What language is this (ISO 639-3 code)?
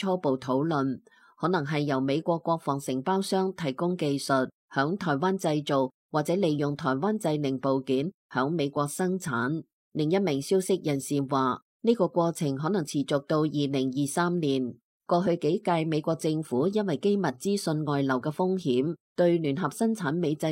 yue